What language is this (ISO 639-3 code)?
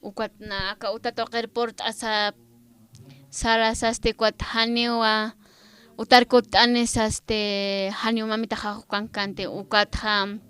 aym